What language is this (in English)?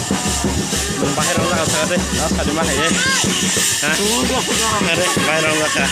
Kok Borok